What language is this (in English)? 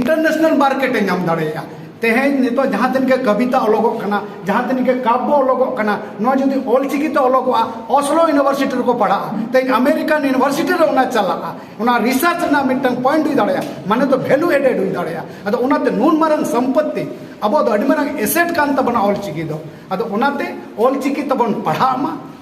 Santali